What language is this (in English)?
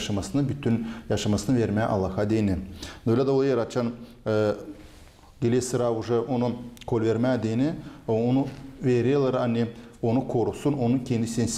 Gagauz